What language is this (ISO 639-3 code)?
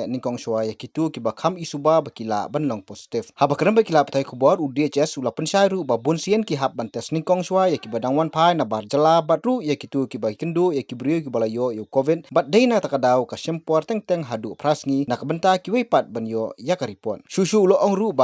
kha